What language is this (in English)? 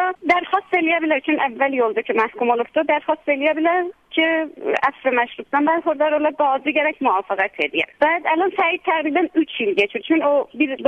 South Azerbaijani